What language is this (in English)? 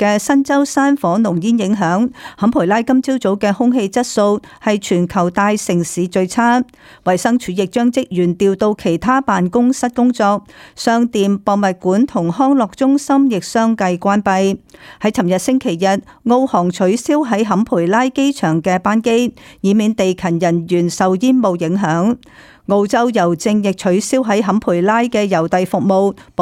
Cantonese